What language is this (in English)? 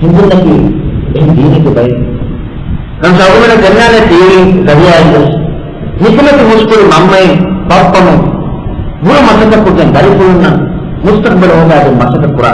Divehi